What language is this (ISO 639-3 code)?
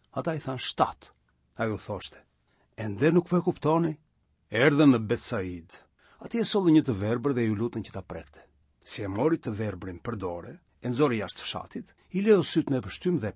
sqi